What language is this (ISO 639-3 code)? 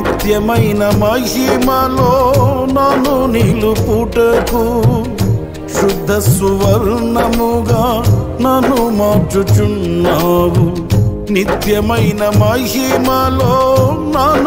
tel